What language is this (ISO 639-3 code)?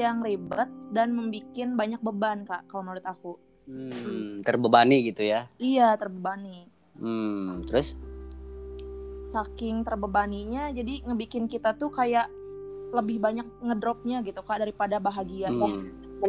ind